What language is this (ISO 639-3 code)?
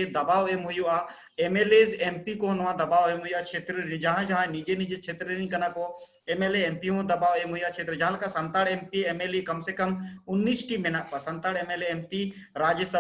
sat